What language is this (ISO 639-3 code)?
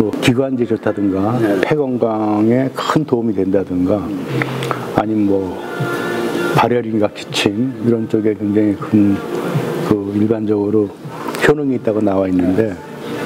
kor